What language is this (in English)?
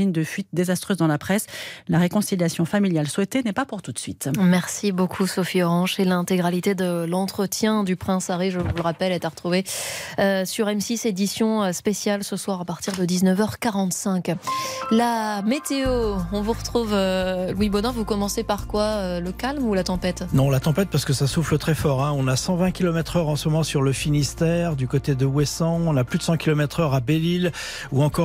French